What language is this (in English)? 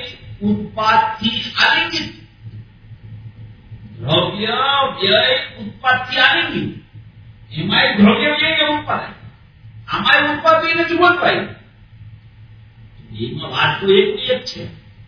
Gujarati